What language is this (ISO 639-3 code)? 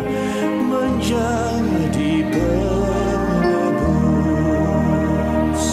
bts